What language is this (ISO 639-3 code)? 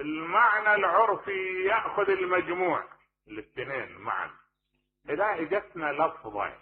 acm